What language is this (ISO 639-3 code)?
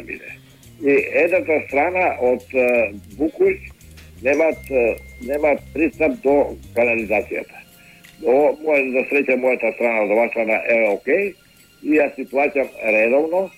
mkd